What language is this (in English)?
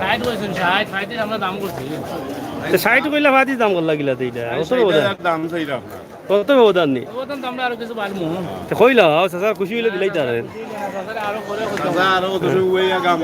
Sylheti